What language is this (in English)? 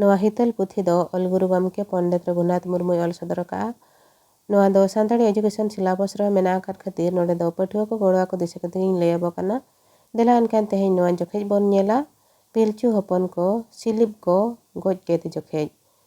Santali